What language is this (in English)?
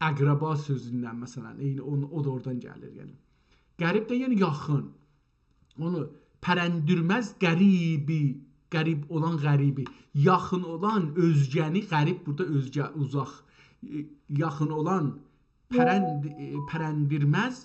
South Azerbaijani